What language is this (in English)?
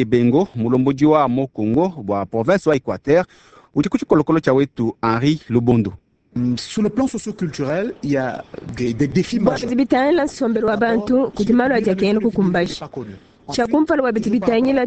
Luba-Lulua